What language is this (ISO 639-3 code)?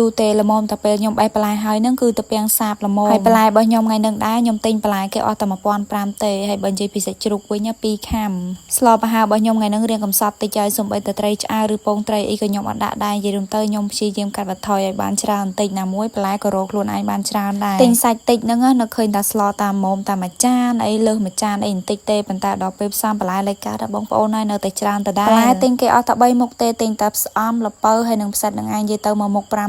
khm